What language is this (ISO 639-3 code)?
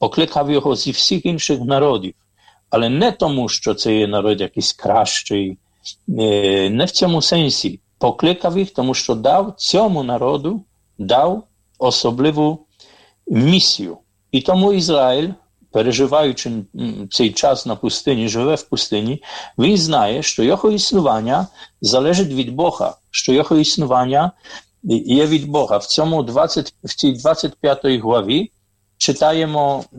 ukr